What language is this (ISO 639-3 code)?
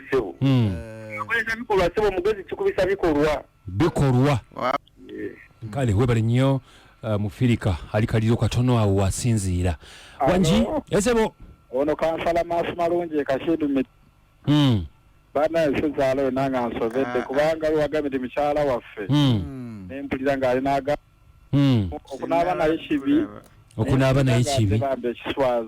lug